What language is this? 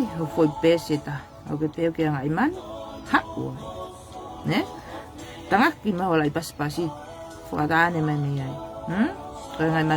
Tongan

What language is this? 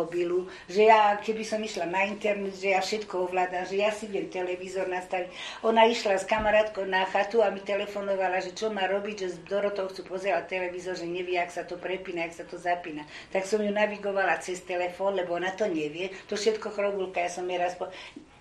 Slovak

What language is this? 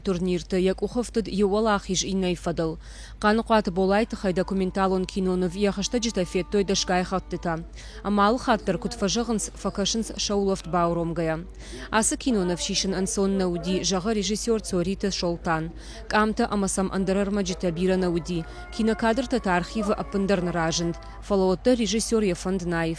Ossetic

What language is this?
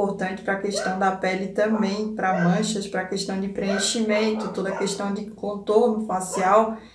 Portuguese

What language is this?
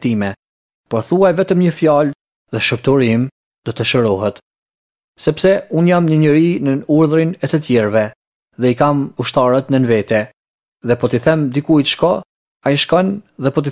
Albanian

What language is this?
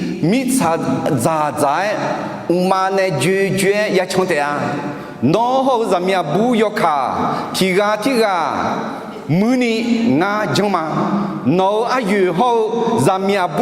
Akha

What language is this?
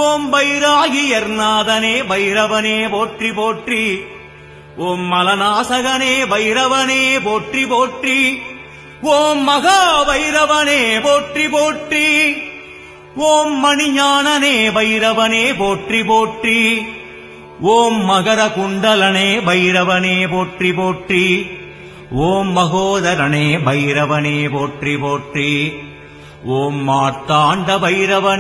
Tamil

